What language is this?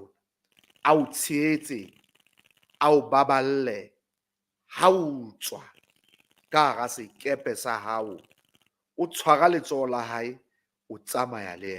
Southern Sotho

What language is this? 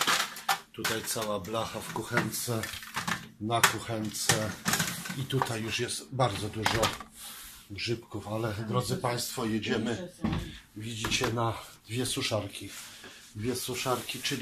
Polish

